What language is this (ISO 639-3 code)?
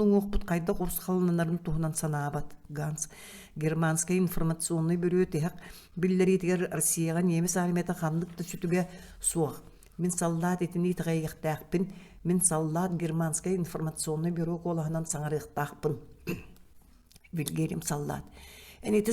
sah